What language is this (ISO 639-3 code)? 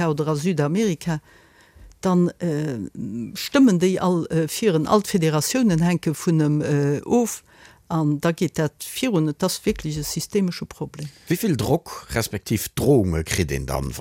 ltz